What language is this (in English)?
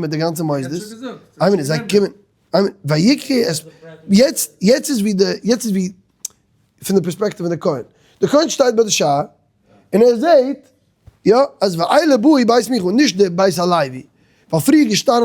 Yiddish